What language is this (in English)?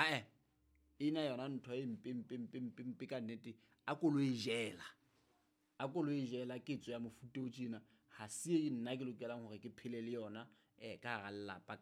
Southern Sotho